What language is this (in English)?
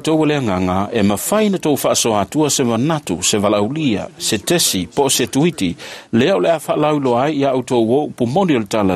Samoan